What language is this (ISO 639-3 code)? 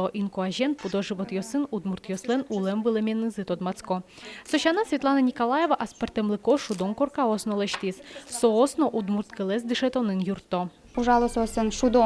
udm